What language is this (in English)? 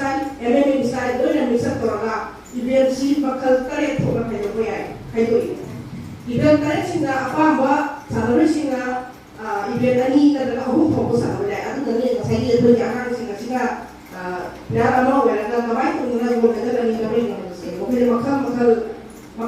Manipuri